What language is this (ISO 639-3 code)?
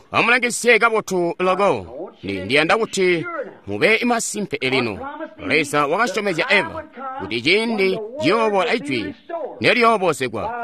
toi